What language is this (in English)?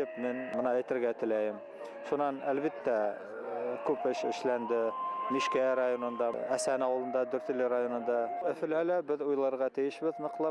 Bashkir